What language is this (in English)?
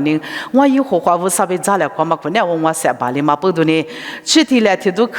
Lisu